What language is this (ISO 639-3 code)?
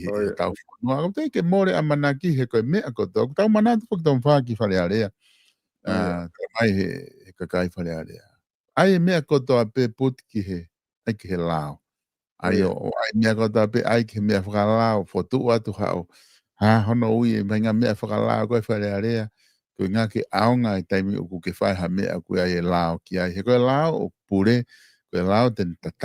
ton